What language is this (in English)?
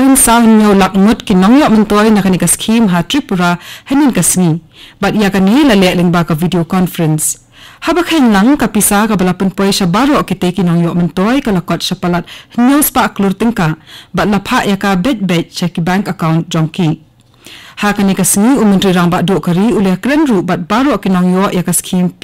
Khasi